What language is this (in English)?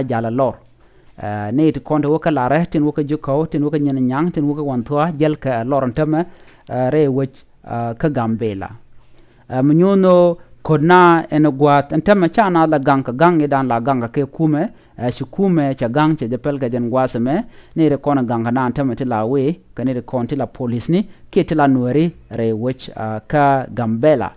Nuer